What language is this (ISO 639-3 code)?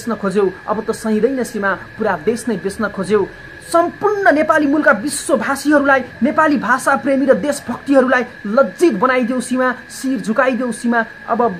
nep